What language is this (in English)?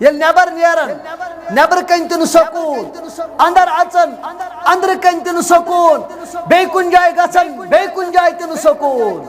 Kashmiri